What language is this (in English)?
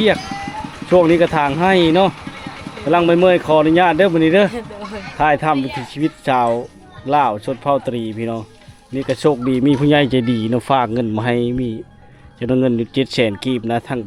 Lao